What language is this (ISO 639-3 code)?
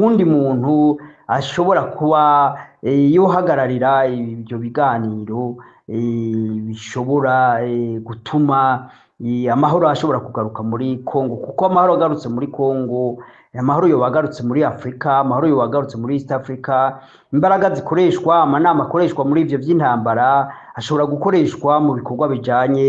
run